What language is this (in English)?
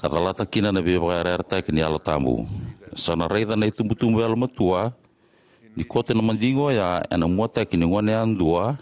Fijian